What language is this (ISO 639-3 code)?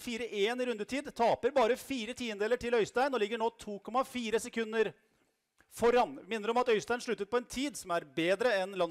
nor